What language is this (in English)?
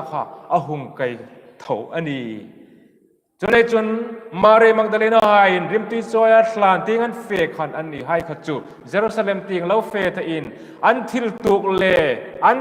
Hmar